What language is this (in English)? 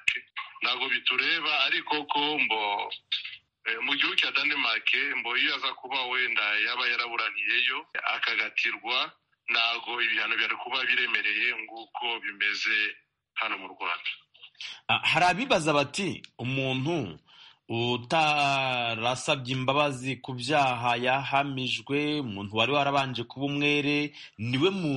Kinyarwanda